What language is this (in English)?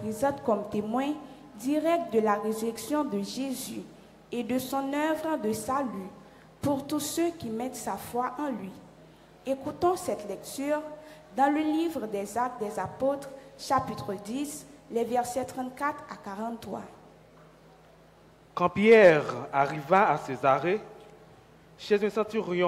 French